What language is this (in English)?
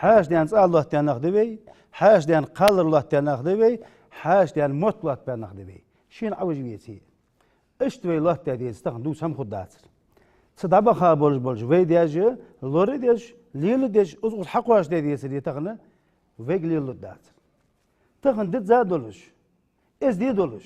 Ingush